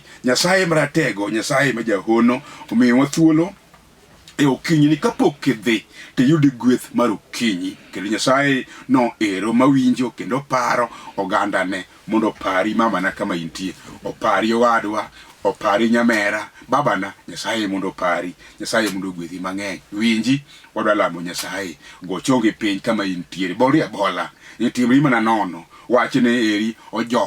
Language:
Luo (Kenya and Tanzania)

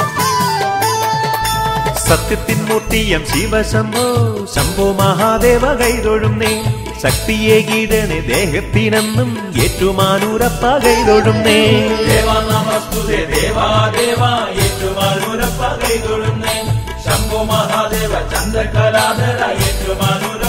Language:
Malayalam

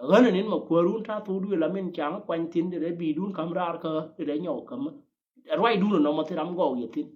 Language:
Nuer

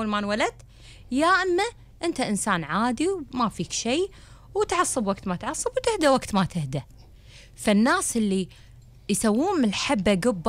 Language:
Gulf Arabic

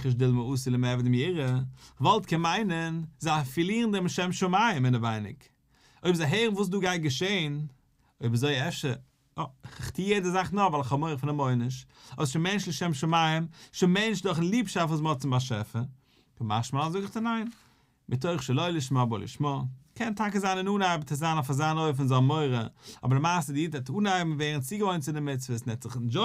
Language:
Yiddish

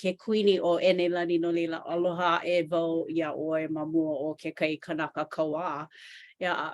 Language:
Hawaiian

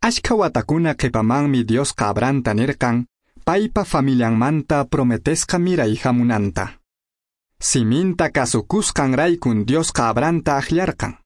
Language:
Quechua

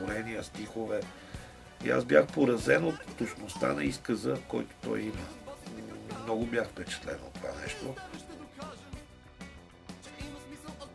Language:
Bulgarian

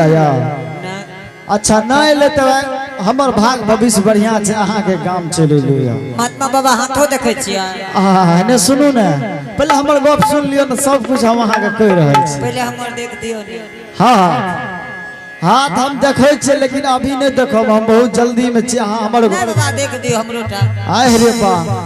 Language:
Angika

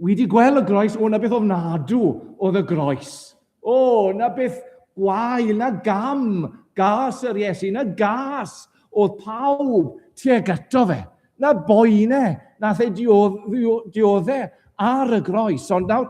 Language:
Welsh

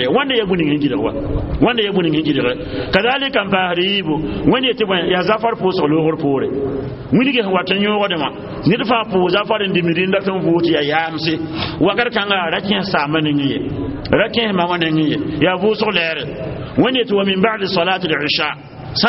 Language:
Mossi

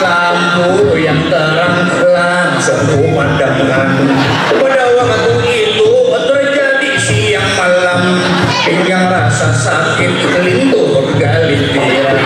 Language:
Banjar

